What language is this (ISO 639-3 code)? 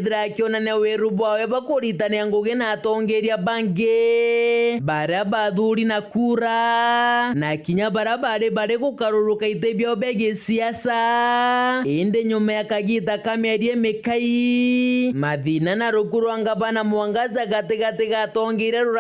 mer